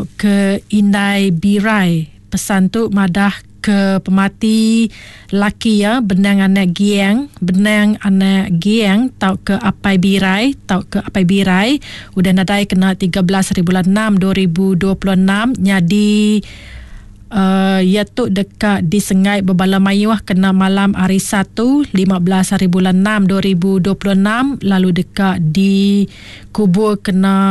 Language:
Iban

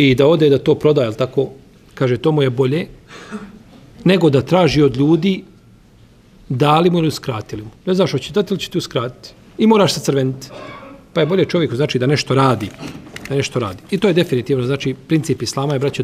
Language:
Bosnian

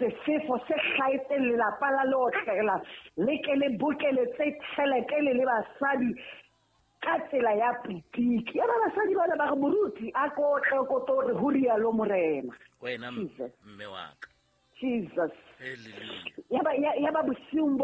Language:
Southern Sotho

